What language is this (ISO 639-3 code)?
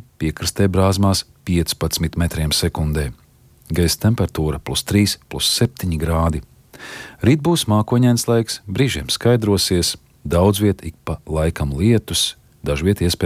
lav